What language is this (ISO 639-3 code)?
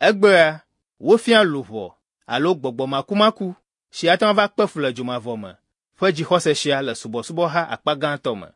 ewe